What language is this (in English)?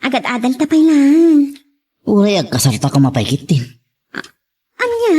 Iloko